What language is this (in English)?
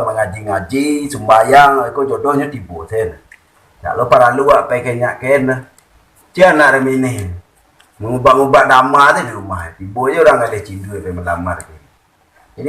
Minangkabau